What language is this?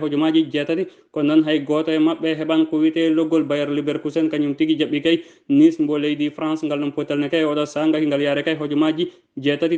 Fula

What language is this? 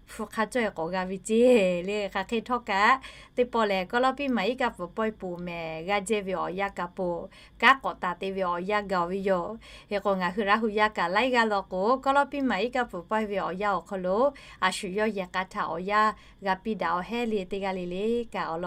Lahu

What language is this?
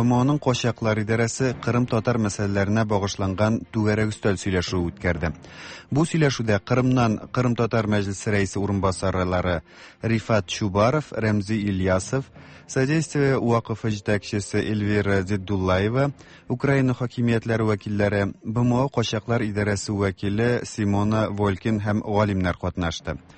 Tatar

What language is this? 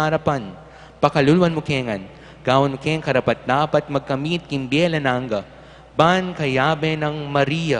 Pampanga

